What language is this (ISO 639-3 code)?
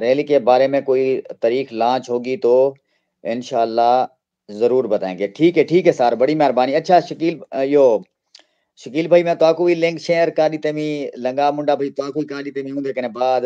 skr